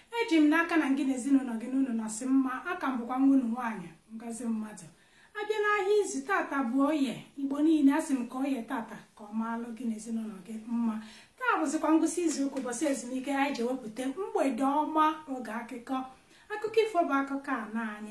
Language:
Igbo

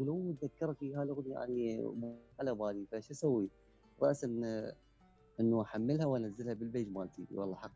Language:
Mesopotamian Arabic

